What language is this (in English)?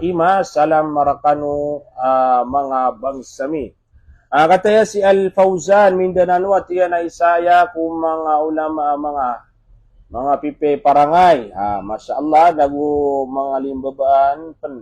Maranao